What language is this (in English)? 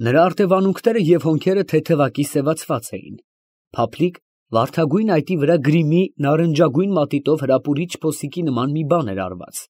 Armenian